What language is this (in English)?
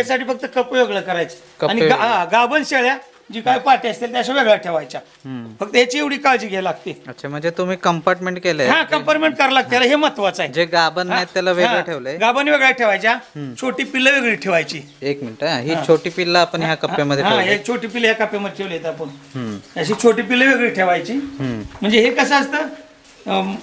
Marathi